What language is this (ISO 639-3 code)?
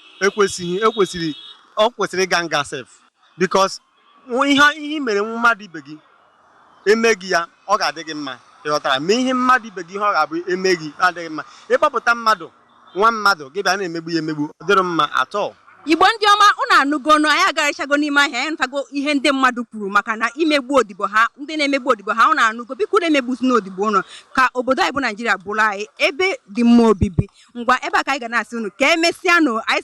ibo